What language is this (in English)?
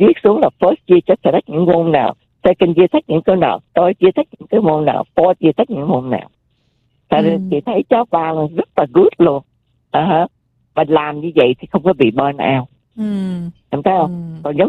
Vietnamese